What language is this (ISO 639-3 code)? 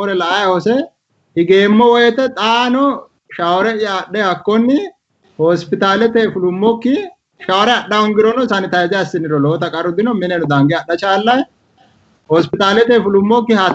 sid